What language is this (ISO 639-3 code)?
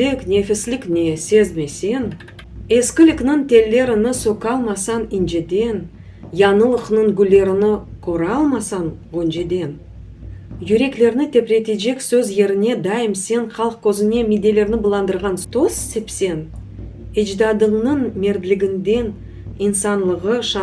crh